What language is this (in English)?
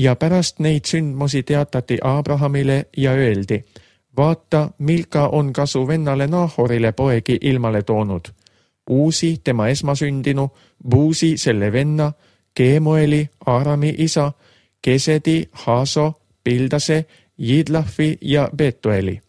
Estonian